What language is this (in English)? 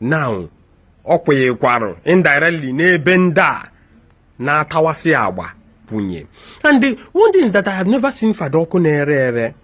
Igbo